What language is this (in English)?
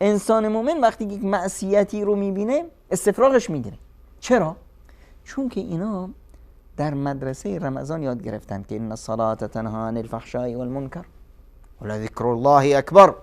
Persian